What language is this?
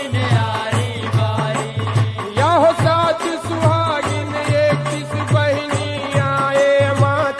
Chhattisgarhi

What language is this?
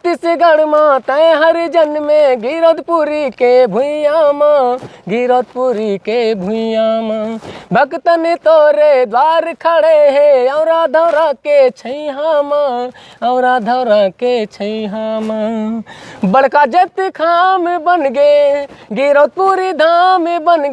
Chhattisgarhi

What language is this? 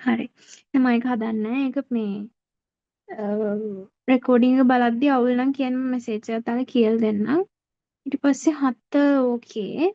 Sinhala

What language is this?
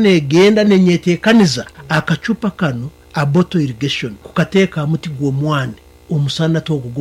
Nyankole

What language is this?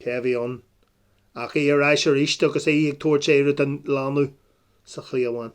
Irish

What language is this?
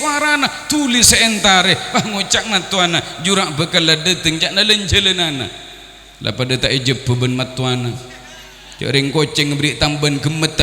Madurese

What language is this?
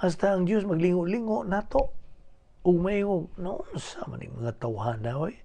Cebuano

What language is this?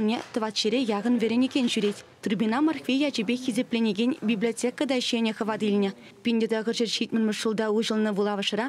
Chuvash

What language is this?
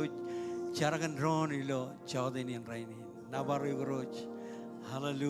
Marshallese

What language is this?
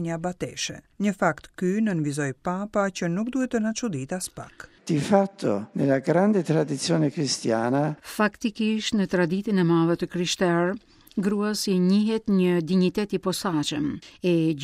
Albanian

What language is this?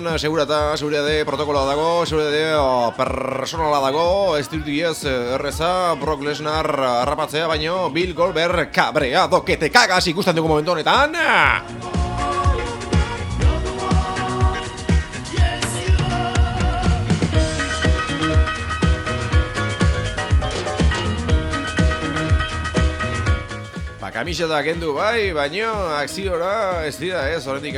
Basque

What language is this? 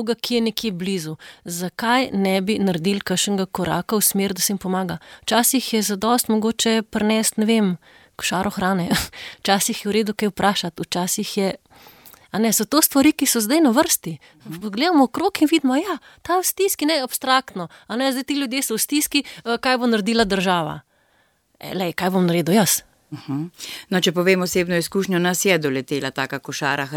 Slovenian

